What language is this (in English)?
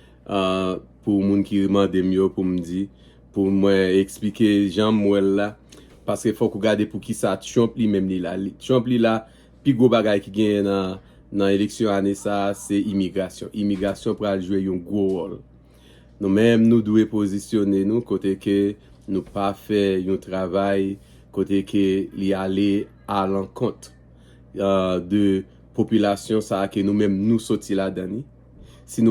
Haitian Creole